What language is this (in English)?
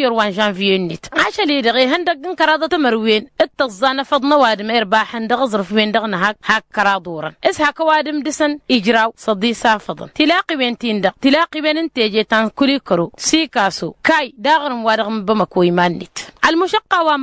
Tamasheq